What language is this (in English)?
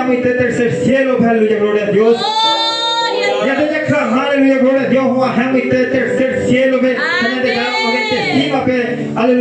Guarani